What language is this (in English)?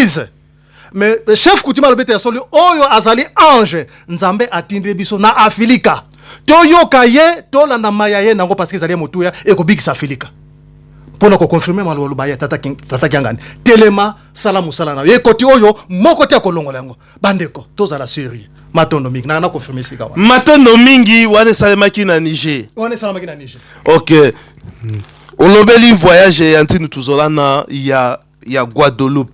Lingala